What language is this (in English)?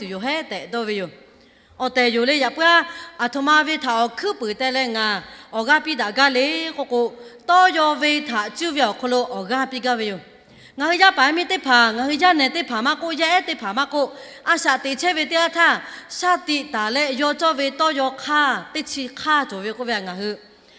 Lahu